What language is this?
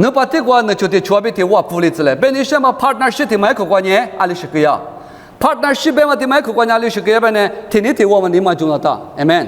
Lisu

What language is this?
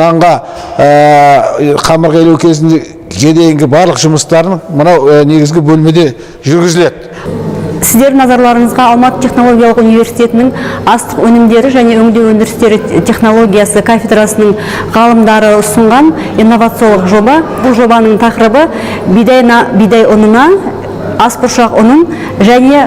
Kazakh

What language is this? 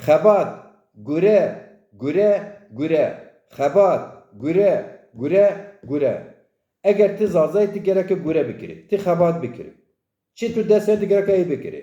Zaza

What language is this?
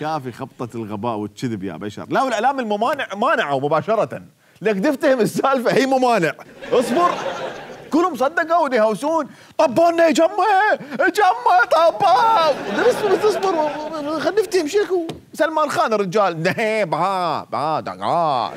Mesopotamian Arabic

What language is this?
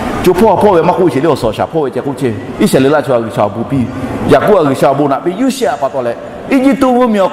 Lahu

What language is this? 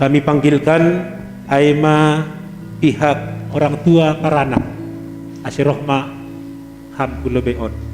Batak Simalungun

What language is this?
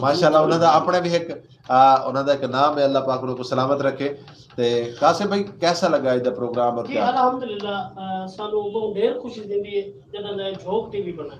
Saraiki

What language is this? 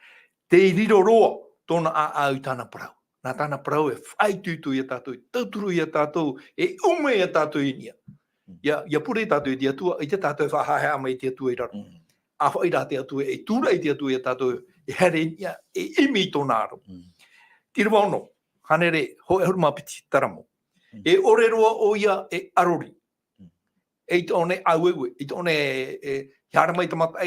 Tahitian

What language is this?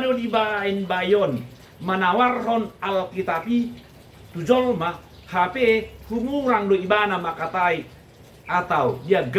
Batak Toba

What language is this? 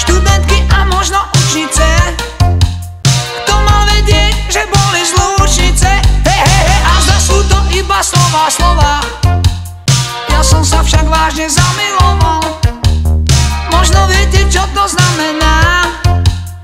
Slovak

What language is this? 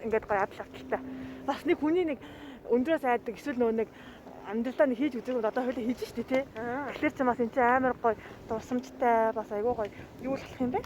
Mongolian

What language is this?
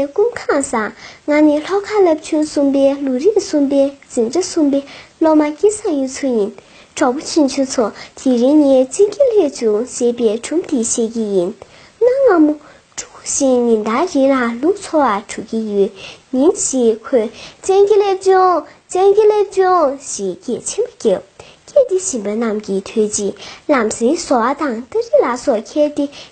Tibetan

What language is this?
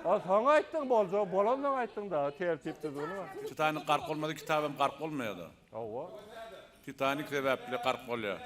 Turkmen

